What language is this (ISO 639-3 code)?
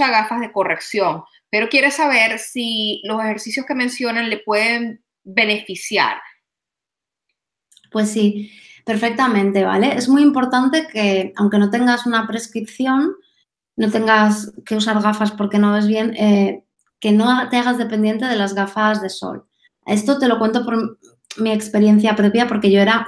spa